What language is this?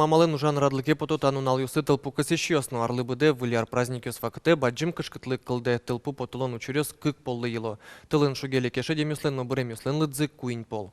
Udmurt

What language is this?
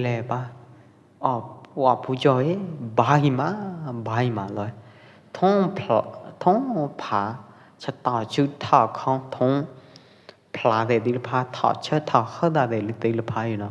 Pwo Eastern Karen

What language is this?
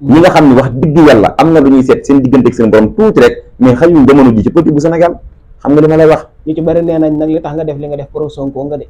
Wolof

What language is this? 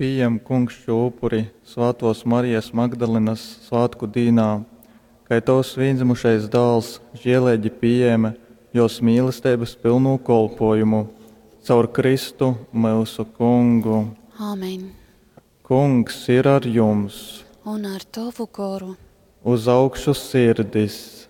Latgalian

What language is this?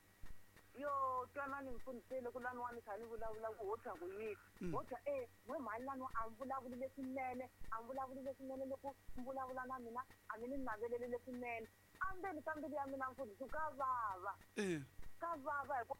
Tsonga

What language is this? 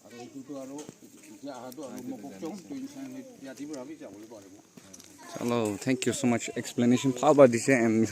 Naga Pidgin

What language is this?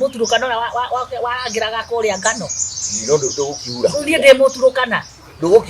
Kikuyu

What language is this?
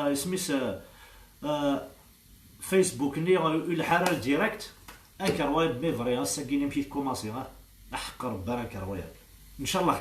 Kabyle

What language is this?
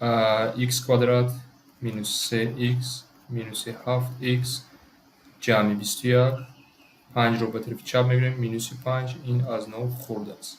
Tajik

